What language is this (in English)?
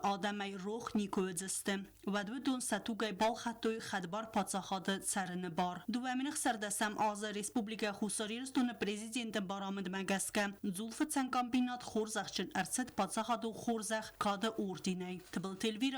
Ossetic